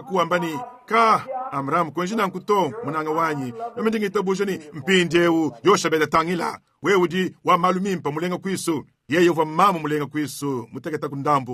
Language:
Luba-Lulua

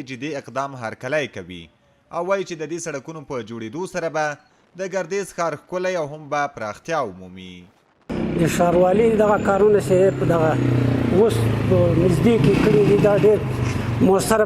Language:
Pashto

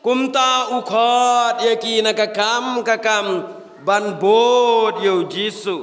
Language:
Khasi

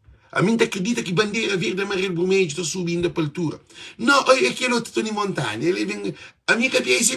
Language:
Kabuverdianu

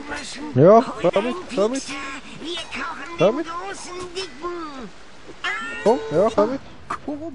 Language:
Swiss German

